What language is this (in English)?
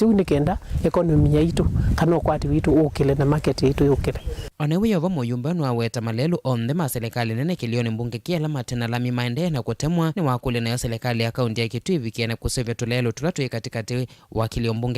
Kamba